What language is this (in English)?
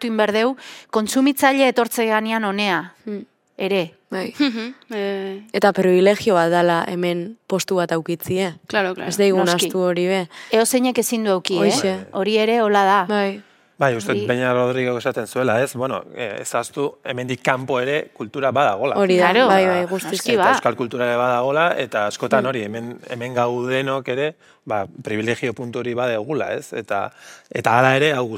Basque